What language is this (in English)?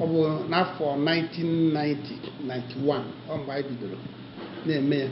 Igbo